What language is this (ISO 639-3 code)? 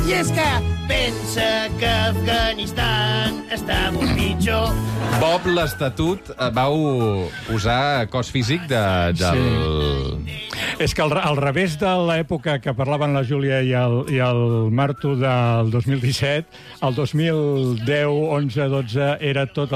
cat